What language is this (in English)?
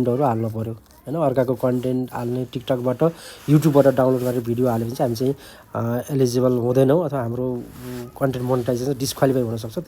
Nepali